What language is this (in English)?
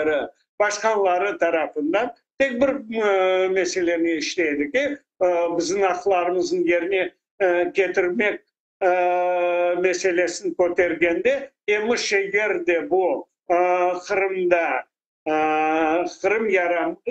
Crimean Tatar